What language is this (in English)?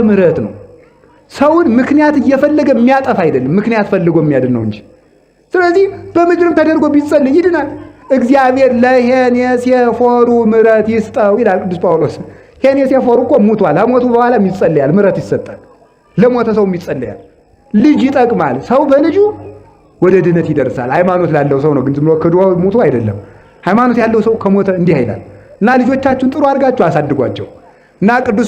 Amharic